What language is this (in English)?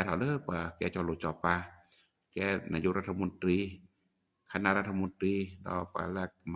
S'gaw Karen